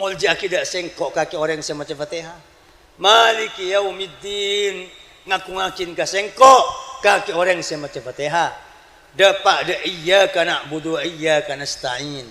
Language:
Madurese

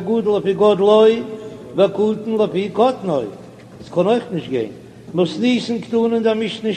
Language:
Yiddish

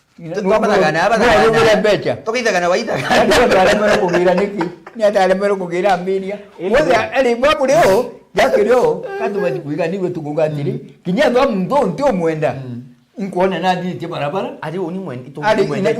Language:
Meru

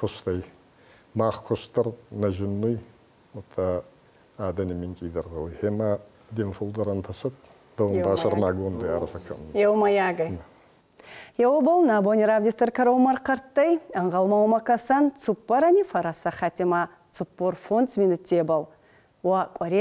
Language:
Ossetic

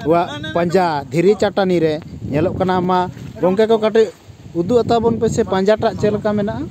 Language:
Santali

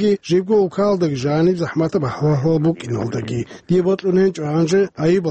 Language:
Avaric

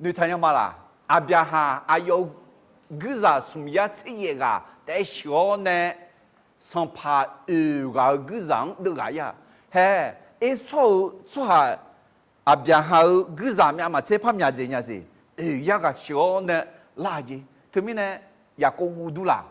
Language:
Akha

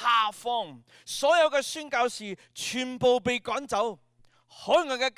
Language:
Cantonese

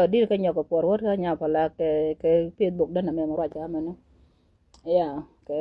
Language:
Nuer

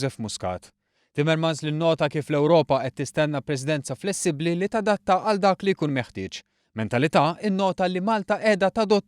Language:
Maltese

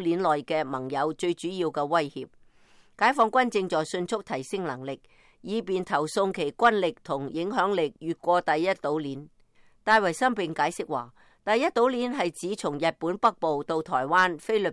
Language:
Cantonese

